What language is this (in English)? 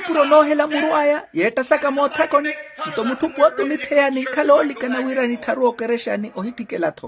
Makhuwa